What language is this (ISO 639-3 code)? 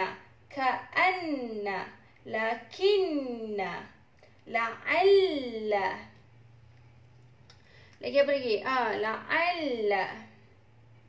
msa